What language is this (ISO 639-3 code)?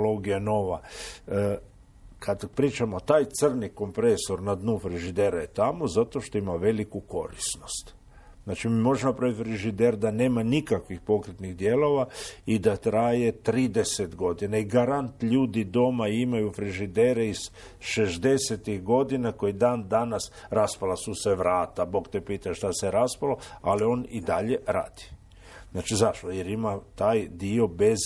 hrv